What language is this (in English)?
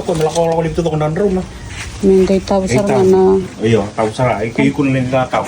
Fijian